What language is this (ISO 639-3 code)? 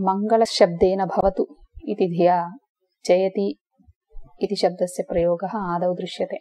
san